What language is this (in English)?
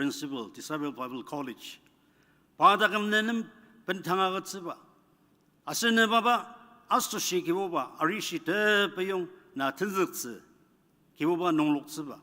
Ao Naga